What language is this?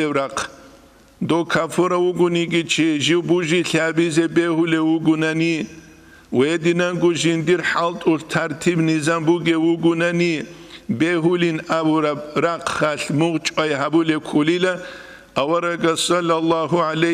Avaric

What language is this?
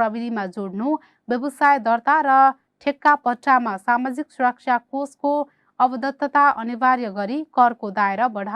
Nepali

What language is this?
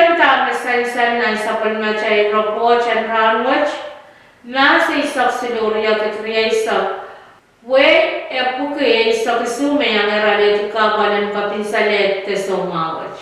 Pohnpeian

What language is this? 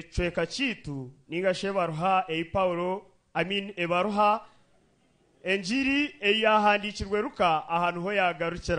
Nyankole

